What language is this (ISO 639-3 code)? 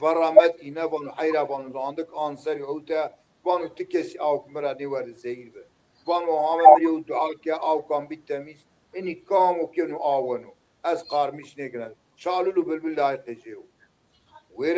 zza